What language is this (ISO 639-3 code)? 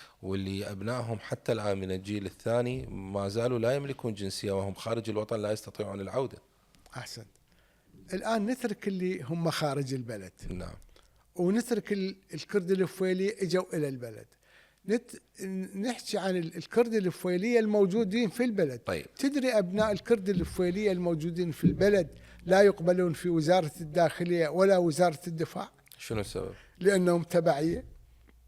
acm